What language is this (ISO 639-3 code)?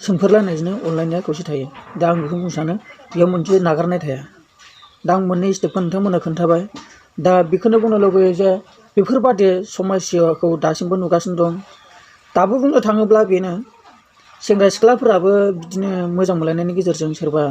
brx